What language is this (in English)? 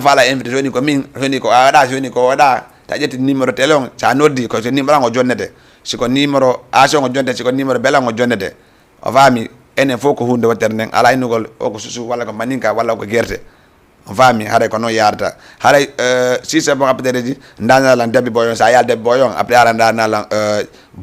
Fula